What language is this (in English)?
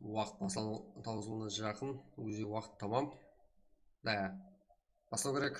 Kara-Kalpak